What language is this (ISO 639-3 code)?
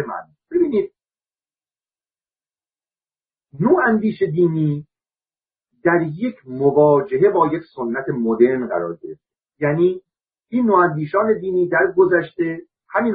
fas